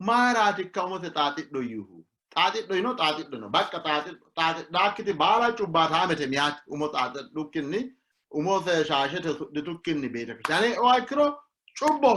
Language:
Sidamo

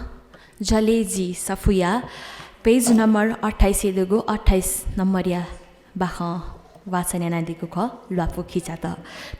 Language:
Newari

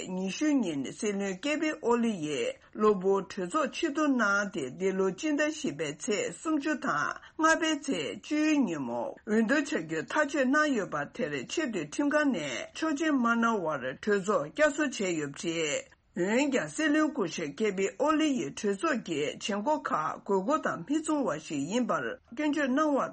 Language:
Tibetan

